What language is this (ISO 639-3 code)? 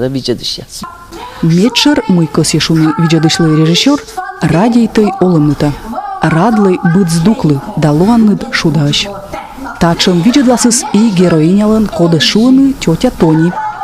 kom